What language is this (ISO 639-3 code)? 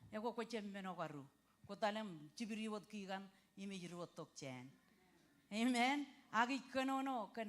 mah